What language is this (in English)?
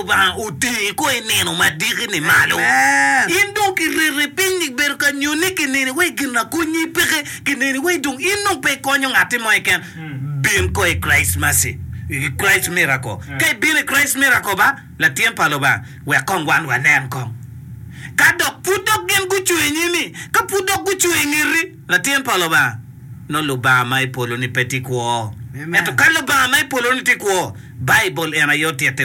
Acoli